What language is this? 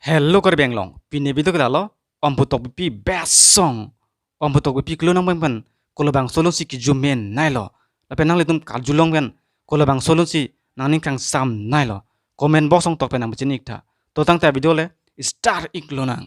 Karbi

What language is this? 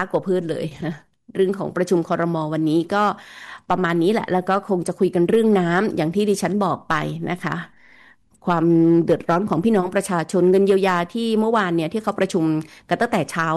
Thai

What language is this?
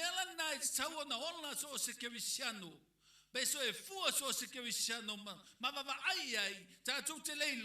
Samoan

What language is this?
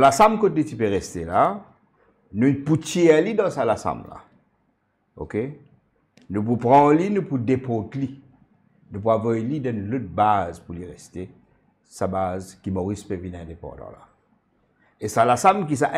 Morisyen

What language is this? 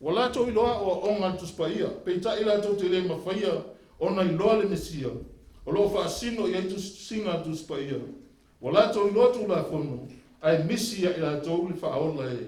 Samoan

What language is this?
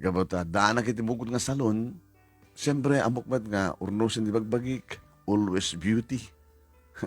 Iloko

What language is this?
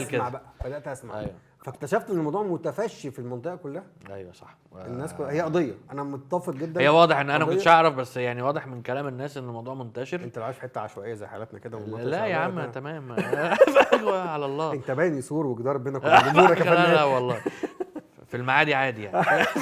Egyptian Arabic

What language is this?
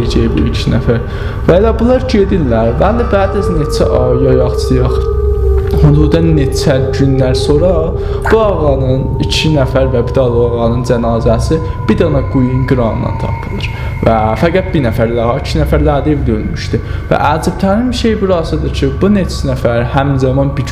South Azerbaijani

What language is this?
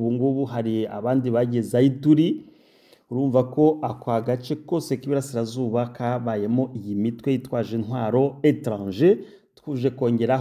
Kinyarwanda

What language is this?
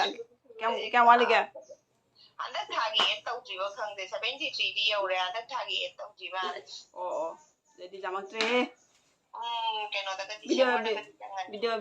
Manipuri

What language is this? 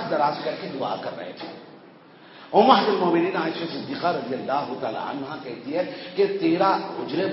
Urdu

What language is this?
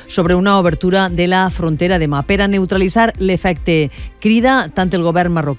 Catalan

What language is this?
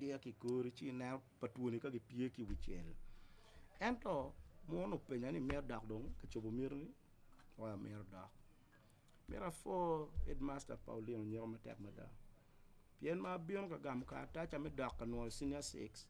Acoli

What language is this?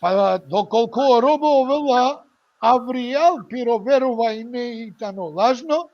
Balkan Romani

